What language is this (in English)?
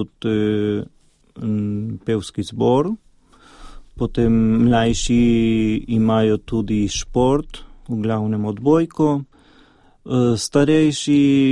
Slovenian